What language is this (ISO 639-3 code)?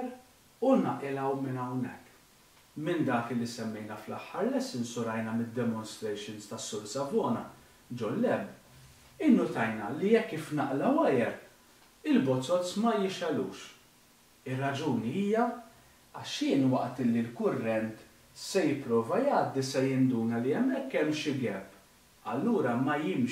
mlt